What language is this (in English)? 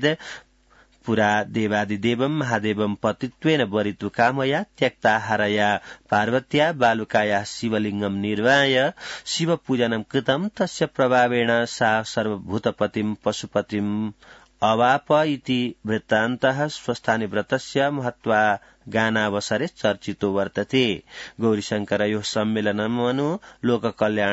Sanskrit